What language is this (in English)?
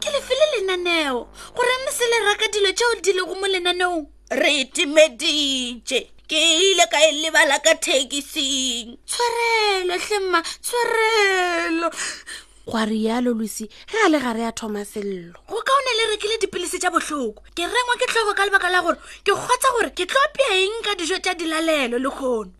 Northern Sotho